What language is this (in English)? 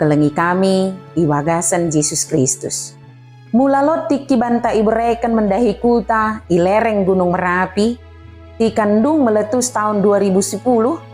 Batak Dairi